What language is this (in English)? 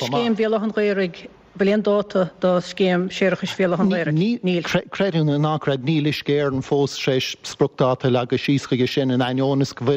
Irish